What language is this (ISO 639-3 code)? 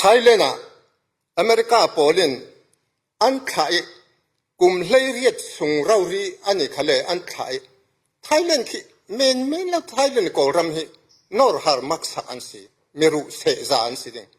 cfm